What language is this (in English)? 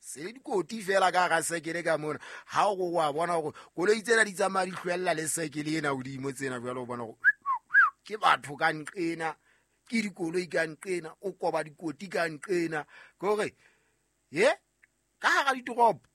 Southern Sotho